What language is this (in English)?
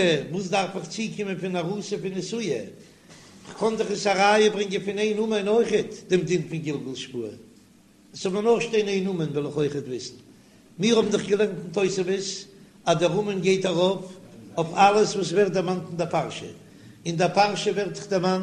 Yiddish